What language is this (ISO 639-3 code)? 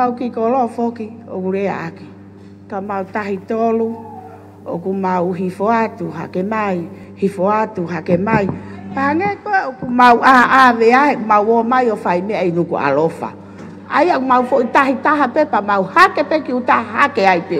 ton